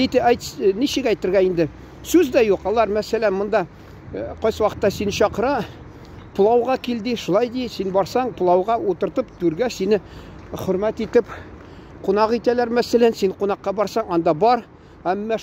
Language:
Tatar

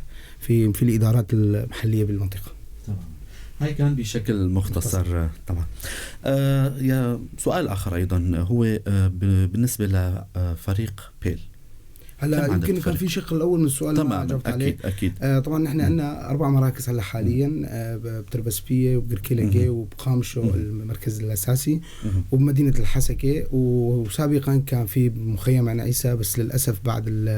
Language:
North Levantine Arabic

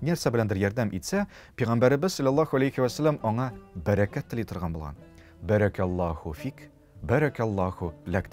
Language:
Tatar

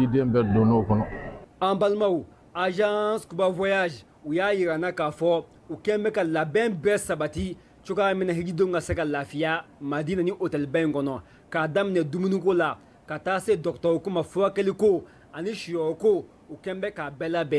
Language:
Bambara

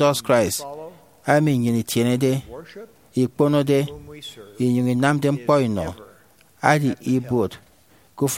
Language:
Efik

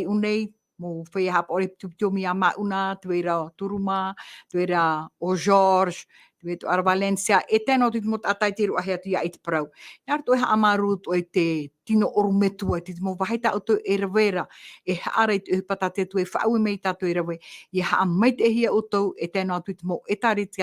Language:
Tahitian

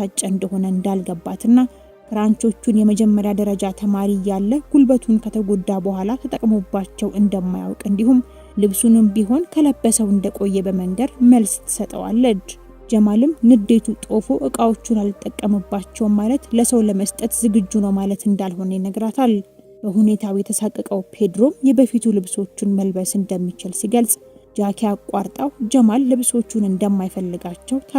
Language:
Amharic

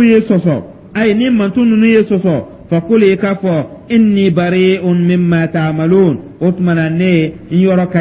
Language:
Dyula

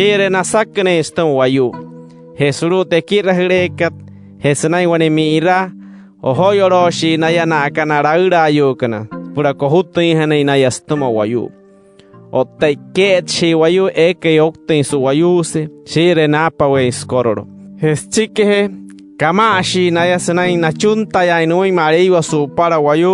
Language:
Wayuu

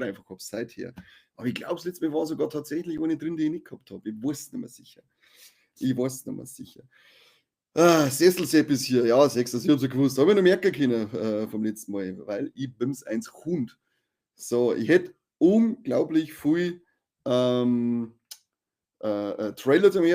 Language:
Bavarian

